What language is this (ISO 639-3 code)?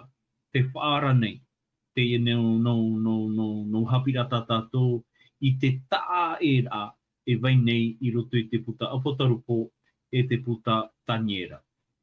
tah